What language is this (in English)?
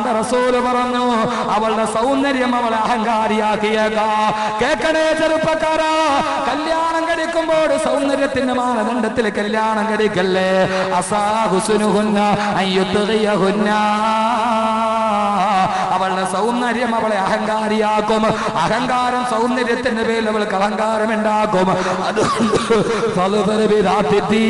Malayalam